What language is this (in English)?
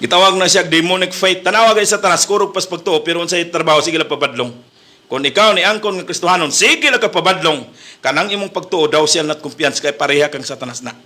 Cebuano